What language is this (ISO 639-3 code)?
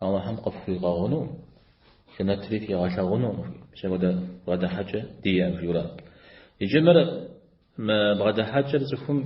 kbd